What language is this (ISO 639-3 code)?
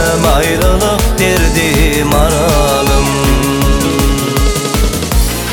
tuk